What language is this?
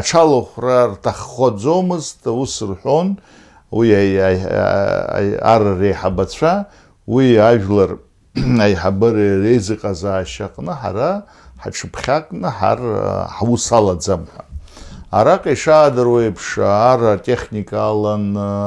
Abkhazian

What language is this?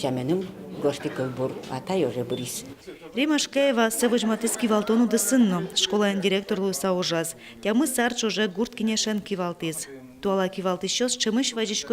Udmurt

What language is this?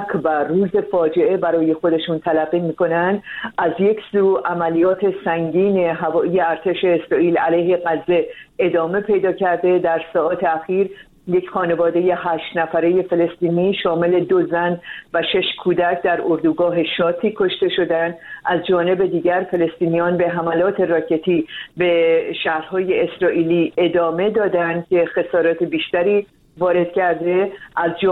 Persian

